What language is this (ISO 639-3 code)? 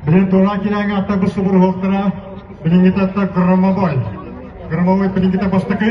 sah